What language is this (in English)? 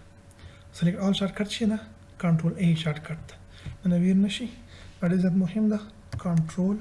Pashto